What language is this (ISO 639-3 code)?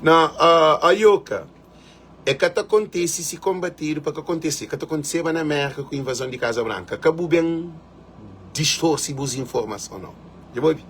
kea